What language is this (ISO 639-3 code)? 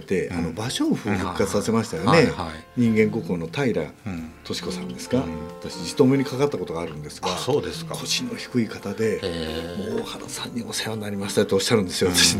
jpn